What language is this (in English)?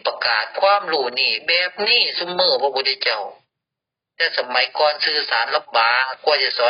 Northeastern Thai